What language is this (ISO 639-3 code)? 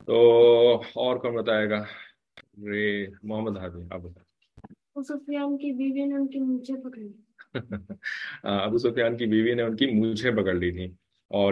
urd